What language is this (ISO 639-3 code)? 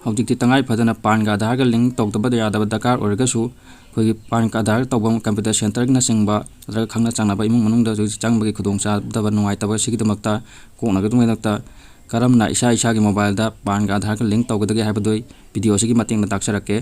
mni